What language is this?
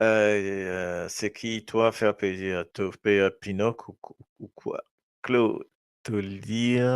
Morisyen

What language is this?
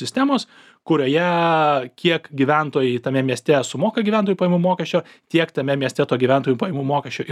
Lithuanian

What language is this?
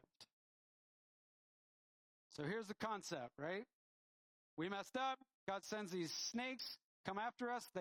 English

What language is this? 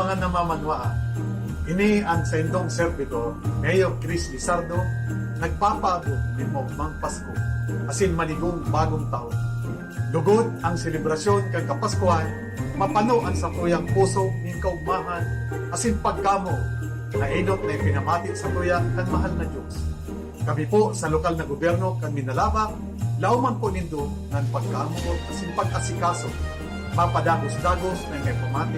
Bikol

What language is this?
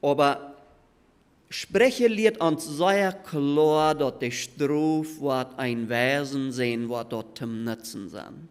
Plautdietsch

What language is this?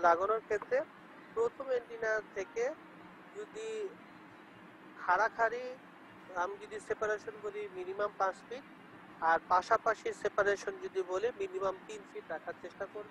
Bangla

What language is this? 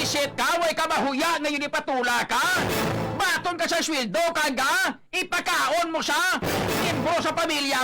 Hiligaynon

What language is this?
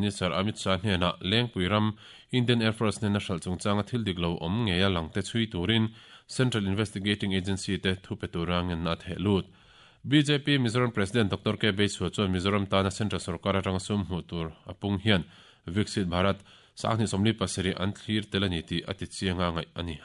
Mizo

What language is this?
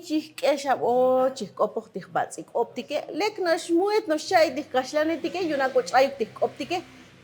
Tzotzil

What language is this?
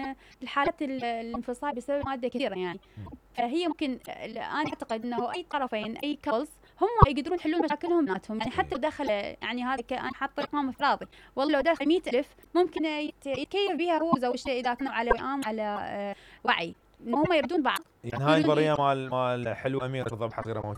Mesopotamian Arabic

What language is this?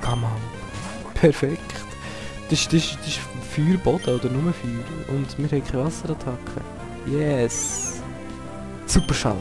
Swiss German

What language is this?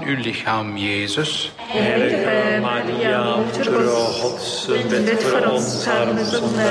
Dutch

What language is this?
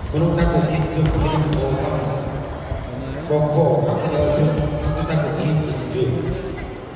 Korean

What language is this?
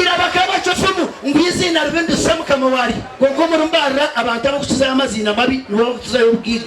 Nyankole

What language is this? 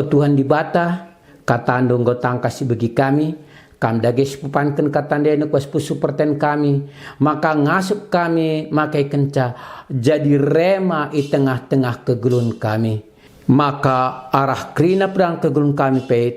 Batak Karo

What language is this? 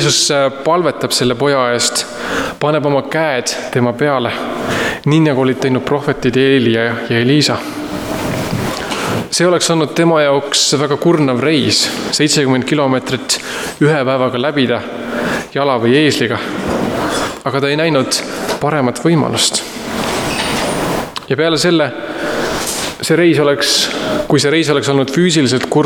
Estonian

